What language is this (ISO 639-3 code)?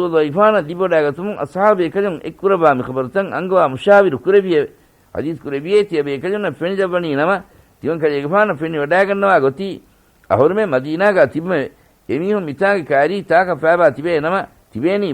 div